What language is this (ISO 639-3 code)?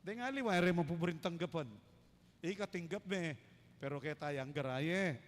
pam